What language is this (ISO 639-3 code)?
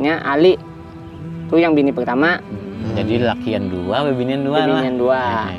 bjn